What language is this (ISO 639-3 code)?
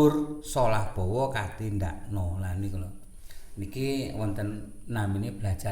jav